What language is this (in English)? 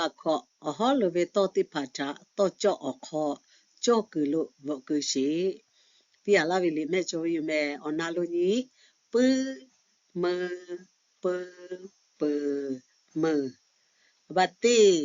Lahu